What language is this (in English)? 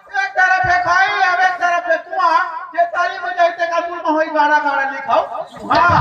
Chhattisgarhi